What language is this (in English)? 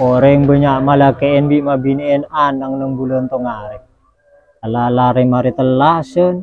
Madurese